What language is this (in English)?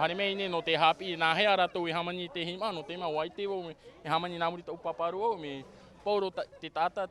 Tahitian